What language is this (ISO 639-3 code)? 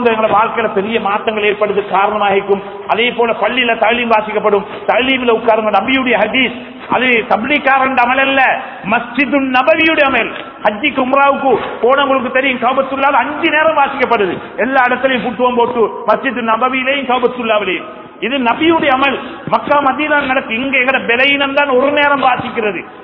tam